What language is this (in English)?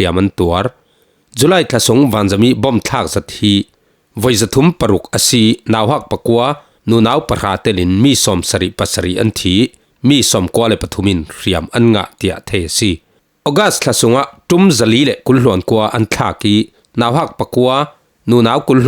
Falam Chin